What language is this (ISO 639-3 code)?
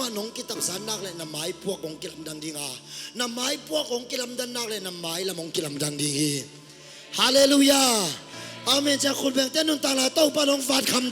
ctd